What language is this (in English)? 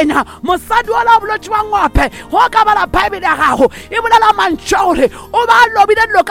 Northern Sotho